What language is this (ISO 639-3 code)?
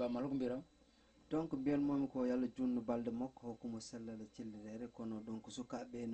ful